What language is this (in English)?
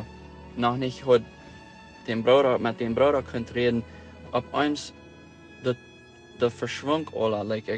Plautdietsch